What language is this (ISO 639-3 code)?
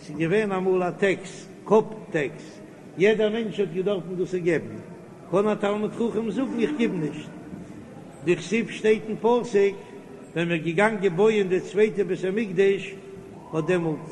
yid